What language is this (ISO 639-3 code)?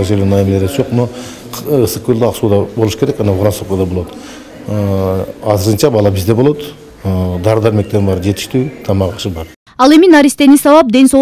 kir